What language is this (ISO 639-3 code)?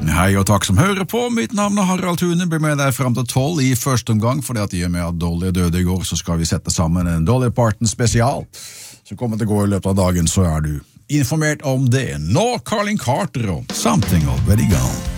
nor